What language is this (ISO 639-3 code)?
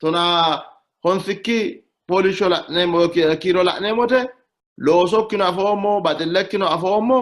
sid